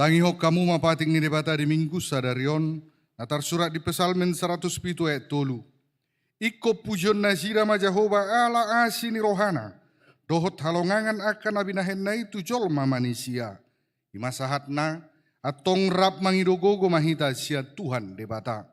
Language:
Batak Toba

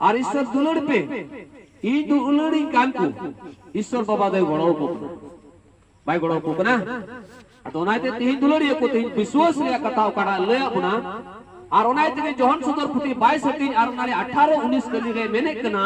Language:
Santali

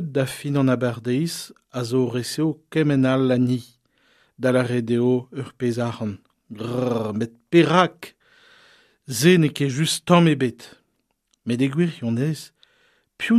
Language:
Breton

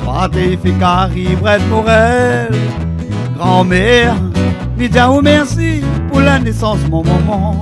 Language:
Réunion Creole French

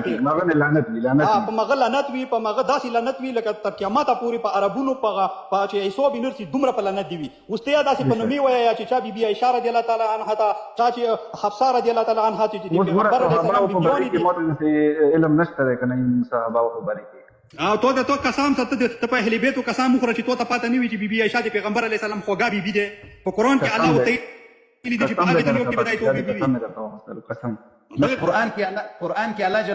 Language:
Pashto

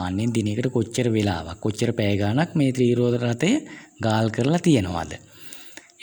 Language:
Sinhala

